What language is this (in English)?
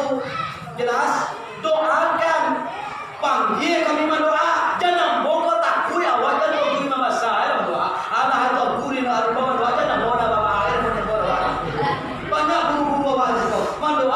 Minangkabau